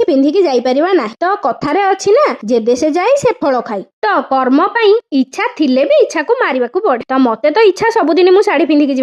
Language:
Odia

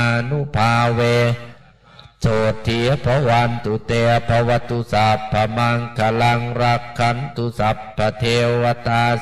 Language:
Pali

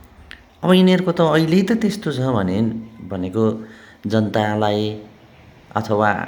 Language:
Nepali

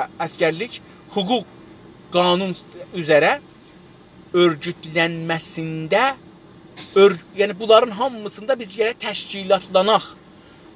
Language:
South Azerbaijani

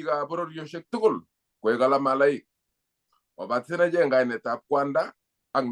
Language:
Kalenjin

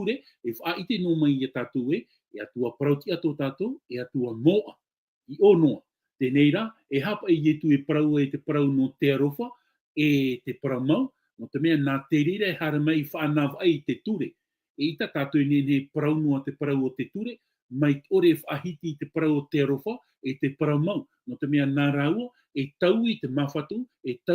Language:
Tahitian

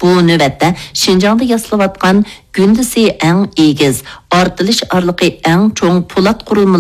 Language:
Uyghur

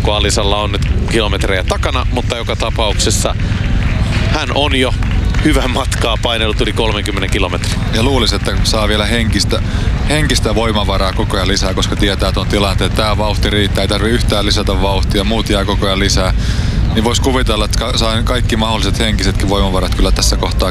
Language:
Finnish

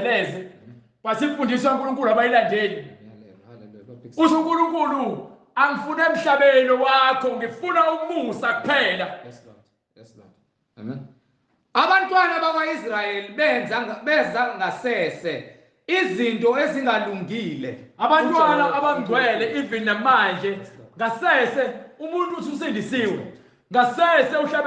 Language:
Zulu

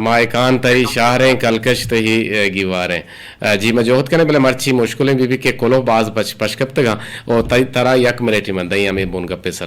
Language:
Eastern Balochi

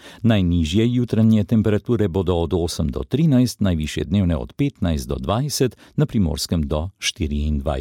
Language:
Slovenian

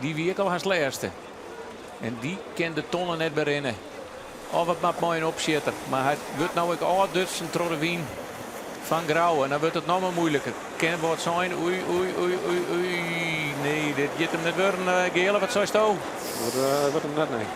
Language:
Western Frisian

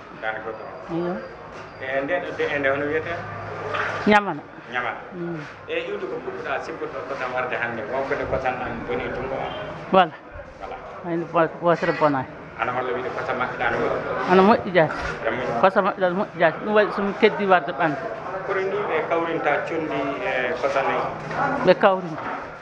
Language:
Fula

